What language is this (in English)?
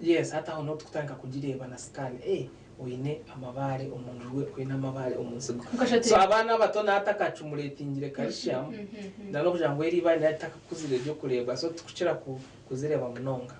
Nyankole